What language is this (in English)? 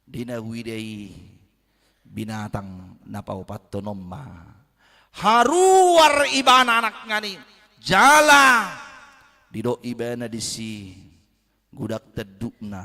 Batak Toba